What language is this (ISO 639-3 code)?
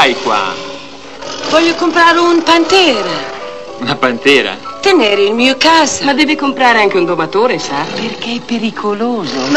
ita